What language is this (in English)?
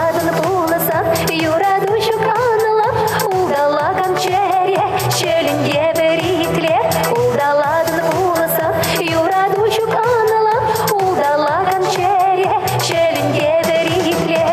Chuvash